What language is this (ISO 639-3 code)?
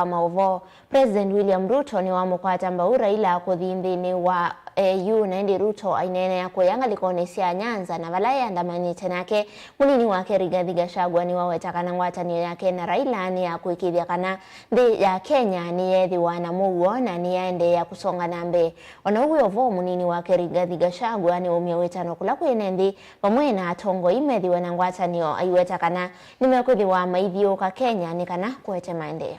kam